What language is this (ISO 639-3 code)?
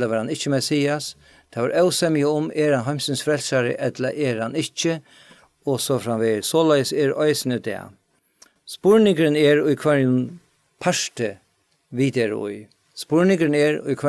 fao